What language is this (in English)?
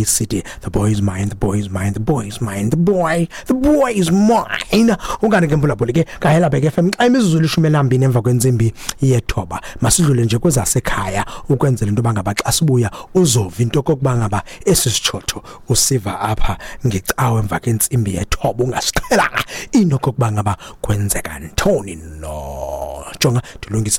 Xhosa